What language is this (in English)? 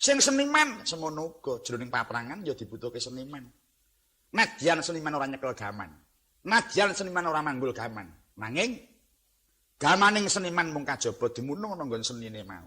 Javanese